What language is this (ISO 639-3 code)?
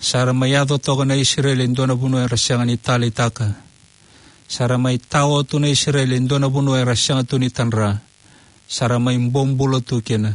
fij